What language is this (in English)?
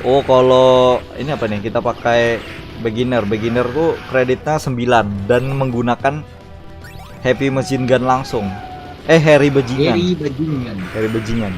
Banjar